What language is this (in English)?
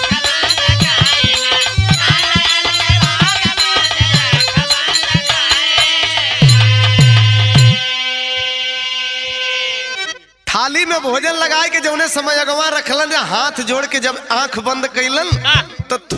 Bhojpuri